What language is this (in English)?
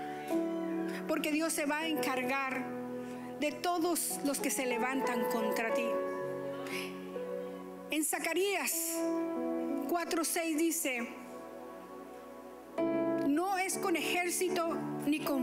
Spanish